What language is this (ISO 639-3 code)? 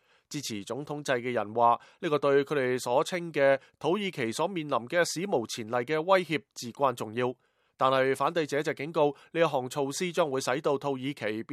yue